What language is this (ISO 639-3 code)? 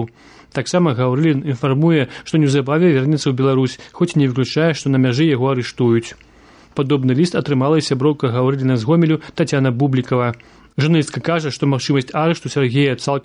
bel